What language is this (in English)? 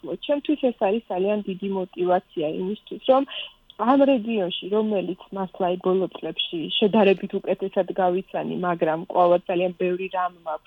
Georgian